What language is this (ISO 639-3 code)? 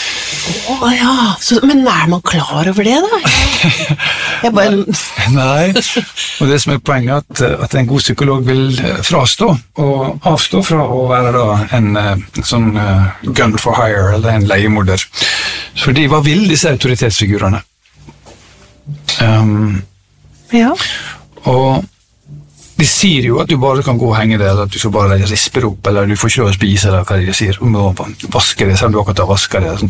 nor